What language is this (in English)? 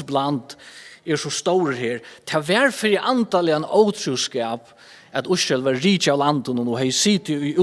Faroese